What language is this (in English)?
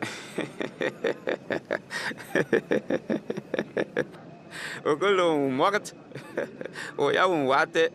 Bimoba